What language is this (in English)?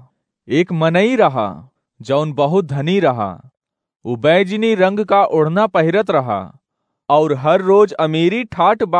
Awadhi